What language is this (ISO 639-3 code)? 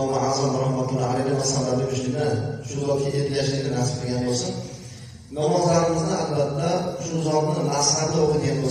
uzb